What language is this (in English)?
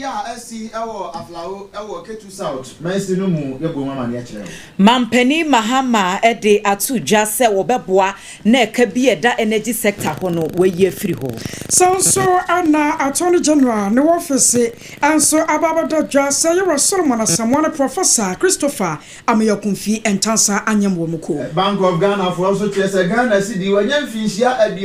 Akan